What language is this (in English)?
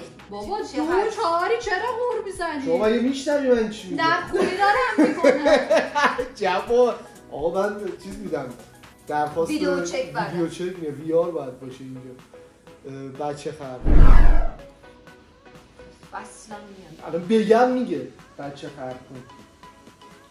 Persian